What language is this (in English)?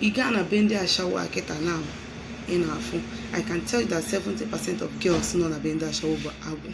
Igbo